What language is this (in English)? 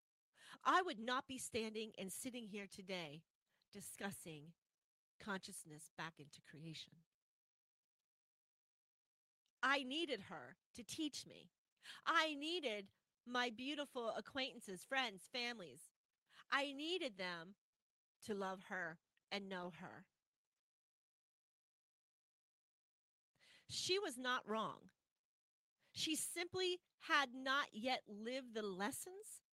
English